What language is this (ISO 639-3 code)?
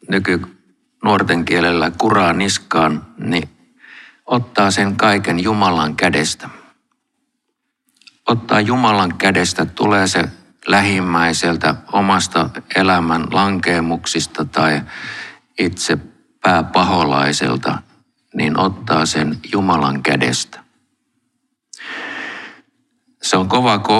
fin